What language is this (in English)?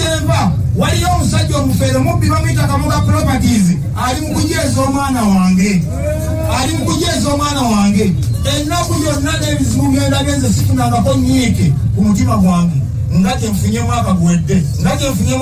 Ganda